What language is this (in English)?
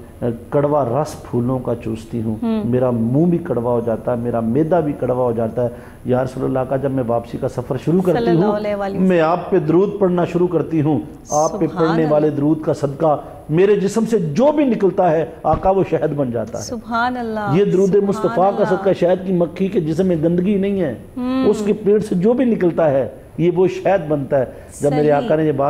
Urdu